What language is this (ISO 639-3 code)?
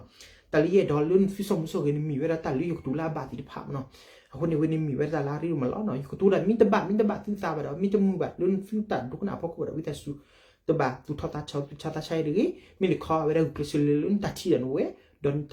ksw